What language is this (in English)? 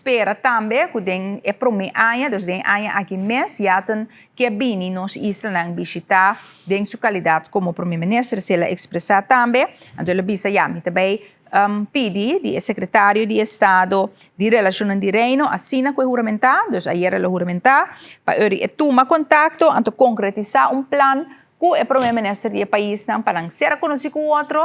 Papiamento